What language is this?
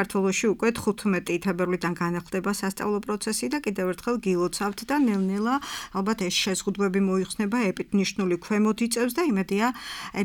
Georgian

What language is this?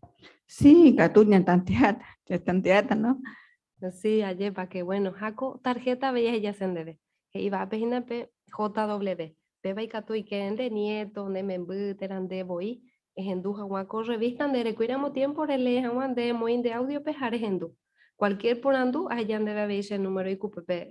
Guarani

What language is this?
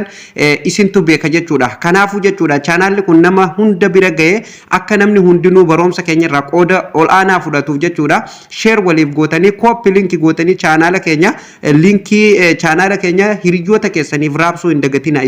Oromo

